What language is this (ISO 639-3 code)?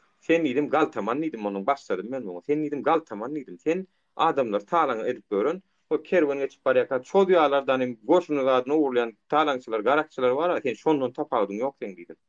tuk